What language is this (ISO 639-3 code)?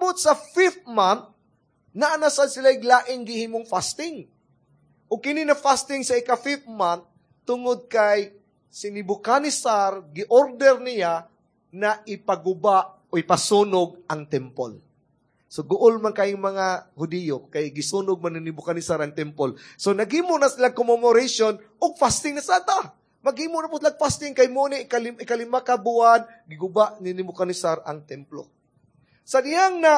ceb